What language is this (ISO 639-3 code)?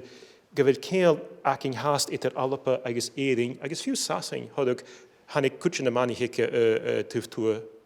gla